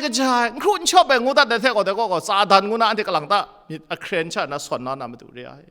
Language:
Kachin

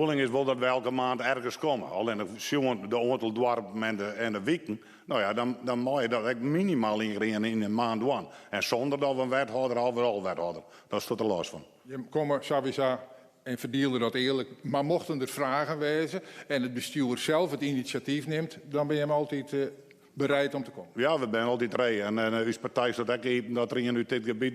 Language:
Western Frisian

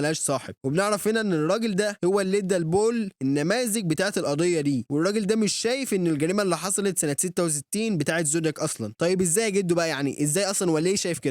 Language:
Egyptian Arabic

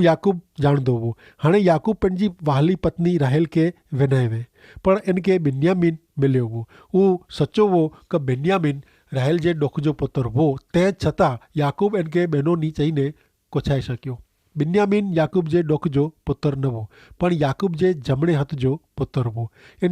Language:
Kachhi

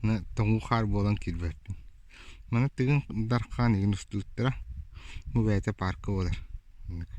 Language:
Yakut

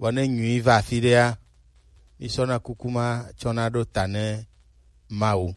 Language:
Gen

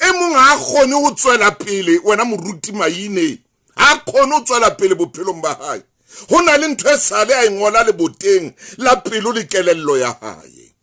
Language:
Southern Sotho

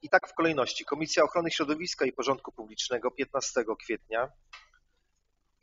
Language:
Polish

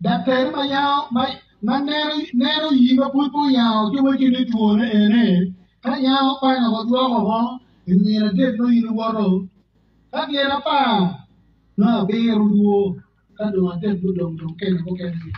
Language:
Acoli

